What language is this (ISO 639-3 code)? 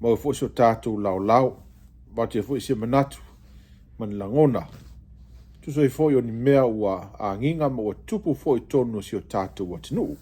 smo